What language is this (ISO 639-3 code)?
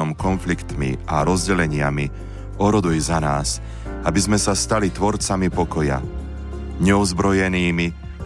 slk